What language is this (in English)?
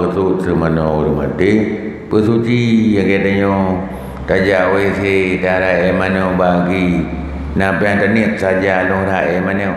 Achinese